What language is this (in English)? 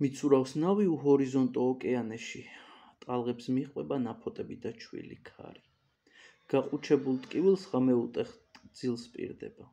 Georgian